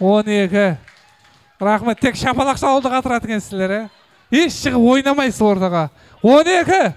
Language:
Kara-Kalpak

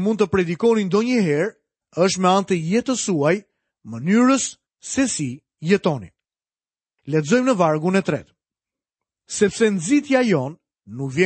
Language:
Albanian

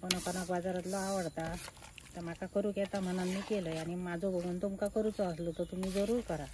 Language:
Konkani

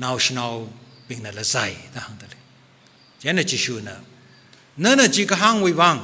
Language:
Tangkhul Naga (India)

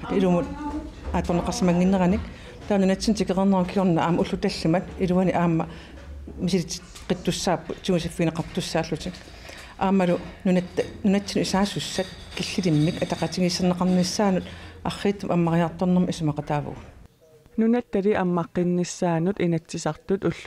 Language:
Kalaallisut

